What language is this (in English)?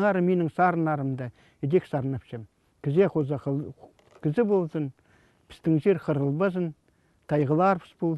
Khakas